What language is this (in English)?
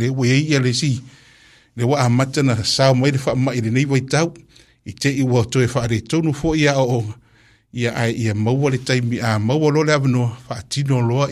Samoan